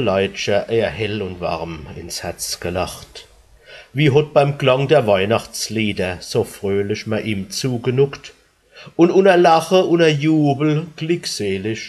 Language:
Palatine German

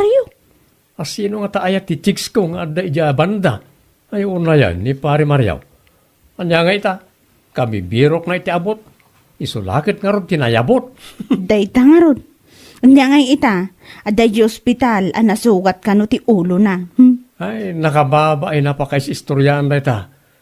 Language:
Iloko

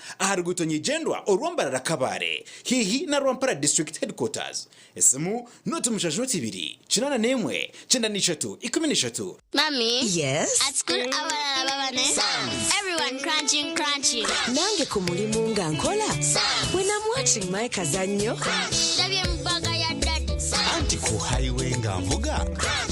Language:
Nyankole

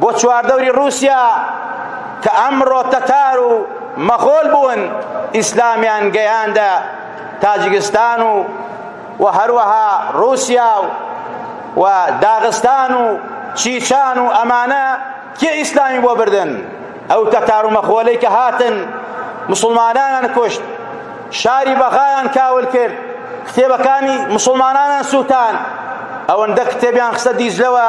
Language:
Central Kurdish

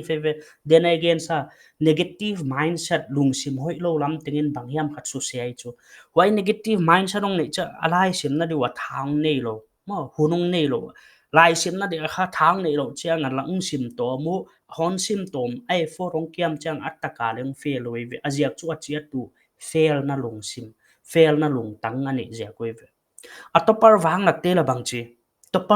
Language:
Paite Chin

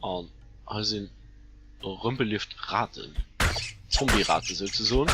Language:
Luxembourgish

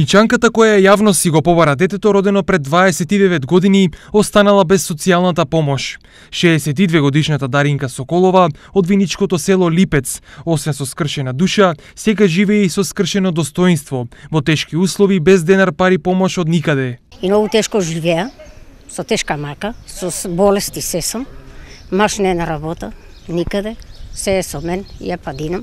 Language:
Macedonian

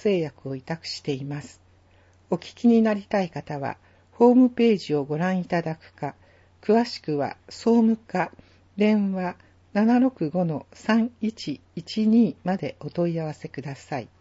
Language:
Japanese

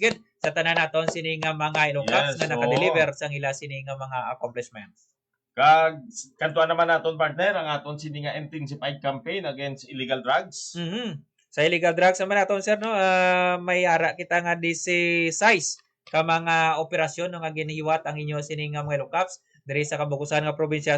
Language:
Hiligaynon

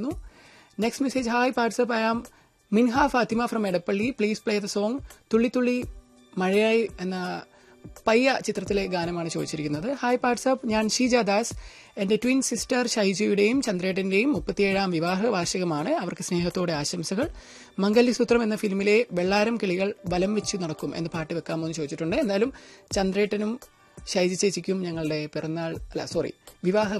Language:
Malayalam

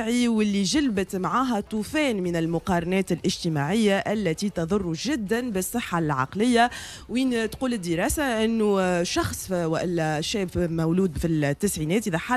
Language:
Tunisian Arabic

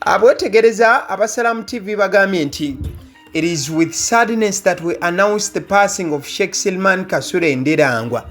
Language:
Ganda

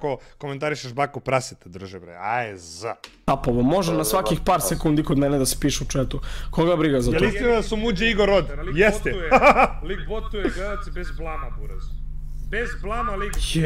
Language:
Serbian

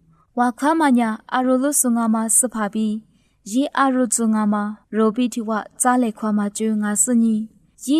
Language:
Lisu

